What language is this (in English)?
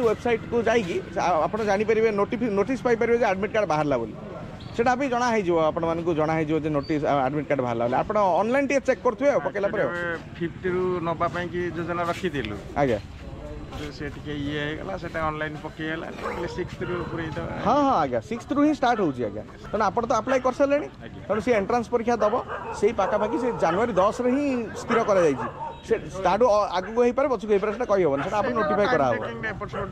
Odia